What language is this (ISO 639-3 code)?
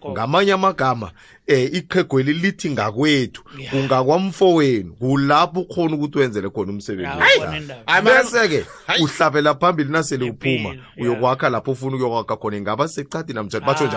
nbl